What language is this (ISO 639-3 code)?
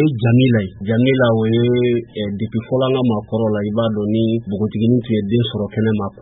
bam